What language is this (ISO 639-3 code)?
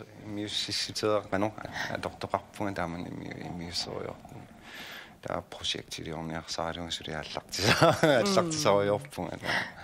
kal